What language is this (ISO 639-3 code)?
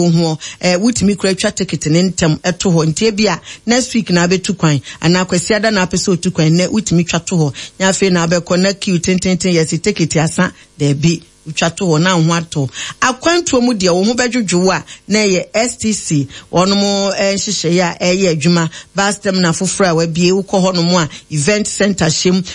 aka